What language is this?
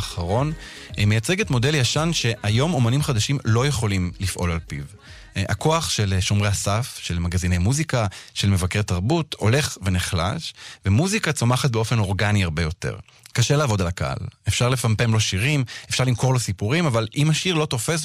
Hebrew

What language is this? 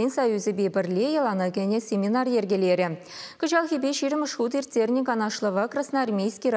Chuvash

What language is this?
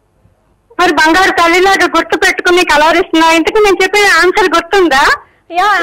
Telugu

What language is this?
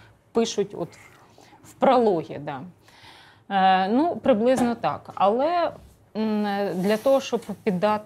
Ukrainian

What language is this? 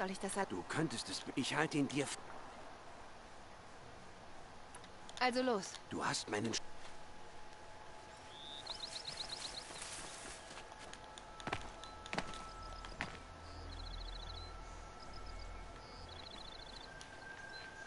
German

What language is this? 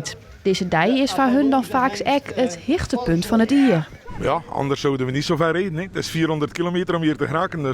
Western Frisian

